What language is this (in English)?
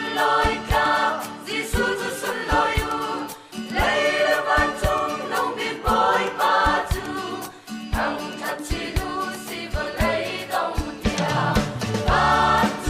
Hakha Chin